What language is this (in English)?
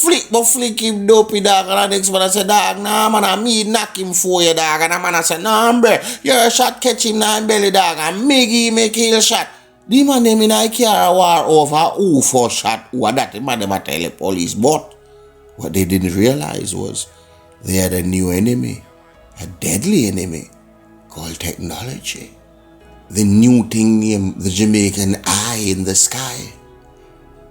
Jamaican Creole English